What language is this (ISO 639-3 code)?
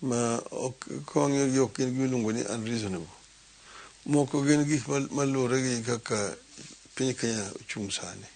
luo